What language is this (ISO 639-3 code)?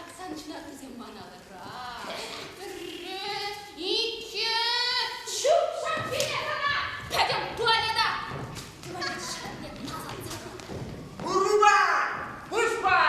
chv